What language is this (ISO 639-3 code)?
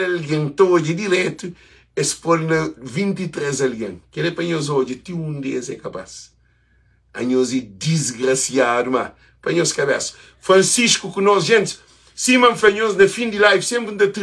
kea